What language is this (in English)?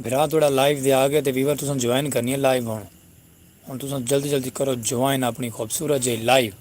Saraiki